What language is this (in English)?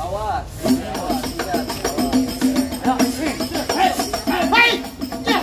Betawi